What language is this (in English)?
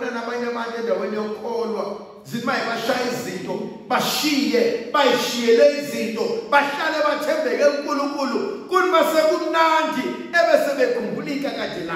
Zulu